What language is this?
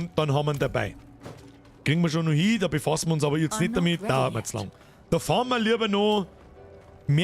Bavarian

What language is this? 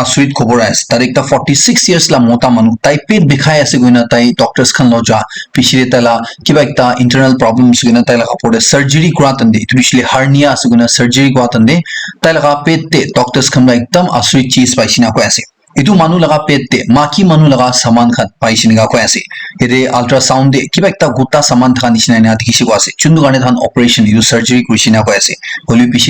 Naga Pidgin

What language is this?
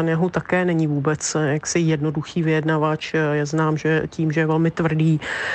Czech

